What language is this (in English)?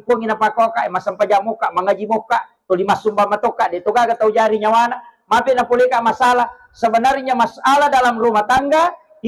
Buginese